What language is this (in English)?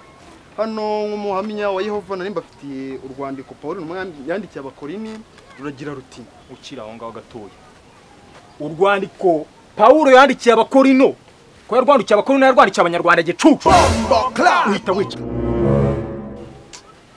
Kinyarwanda